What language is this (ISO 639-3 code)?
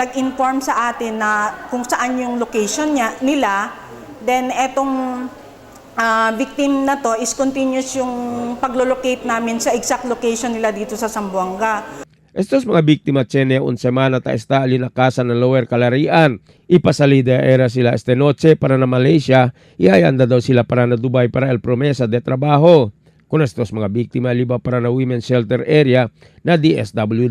cbk